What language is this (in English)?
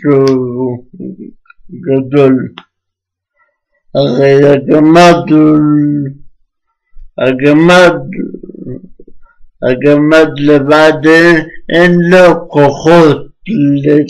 Hebrew